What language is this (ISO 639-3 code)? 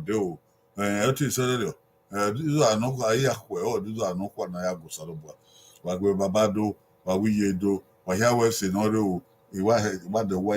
bin